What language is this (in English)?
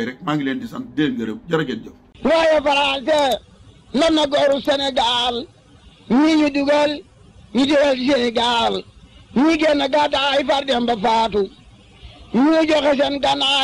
Wolof